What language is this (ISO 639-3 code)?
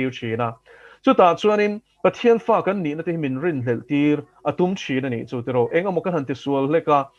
lus